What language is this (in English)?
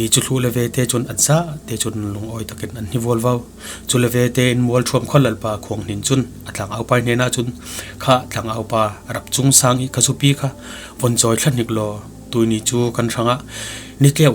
Falam Chin